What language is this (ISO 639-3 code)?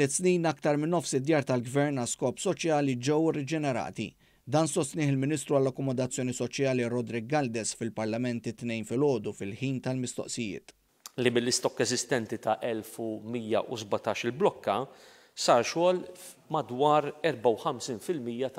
mlt